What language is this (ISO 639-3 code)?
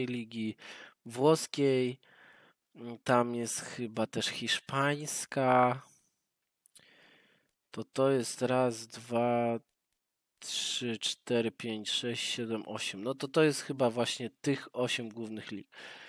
pol